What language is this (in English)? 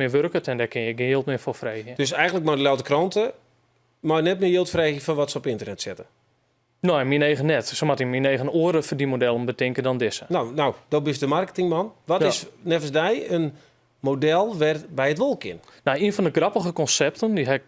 Western Frisian